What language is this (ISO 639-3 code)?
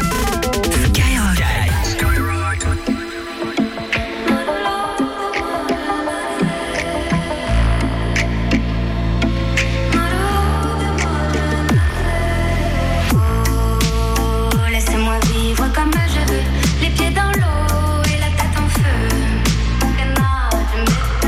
fra